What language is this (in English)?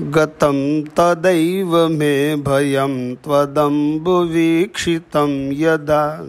Sanskrit